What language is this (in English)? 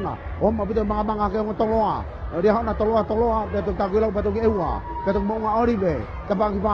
Tongan